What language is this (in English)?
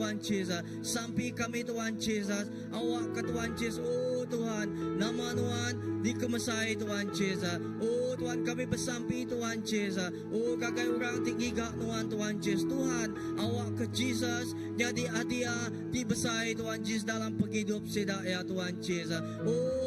Iban